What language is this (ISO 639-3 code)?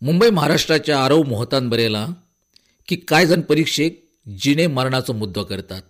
kok